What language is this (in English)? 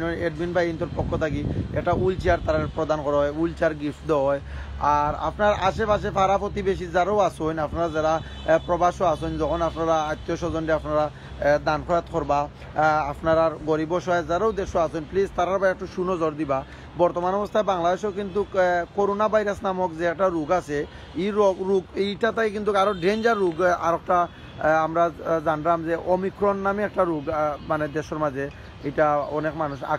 Sylheti